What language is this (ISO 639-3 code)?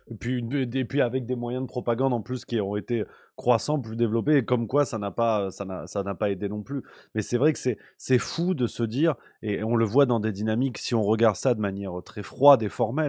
fra